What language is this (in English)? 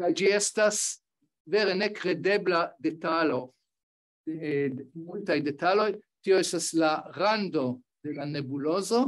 Esperanto